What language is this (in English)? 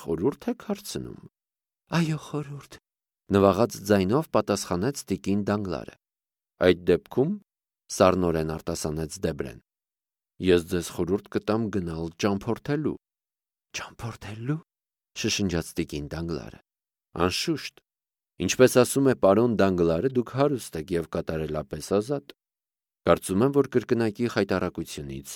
Armenian